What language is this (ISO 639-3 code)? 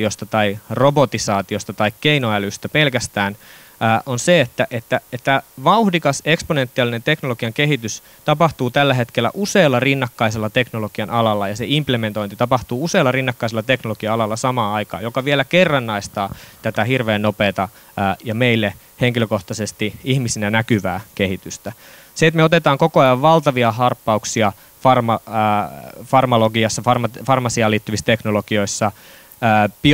fin